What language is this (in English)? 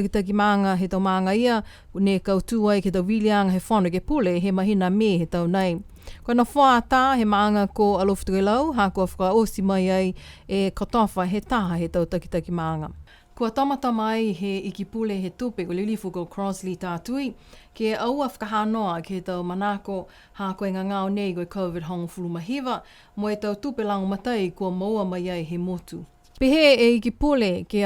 Niuean